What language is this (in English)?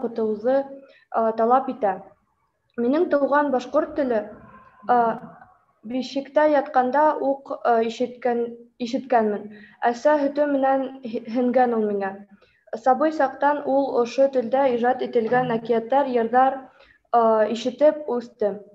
Bashkir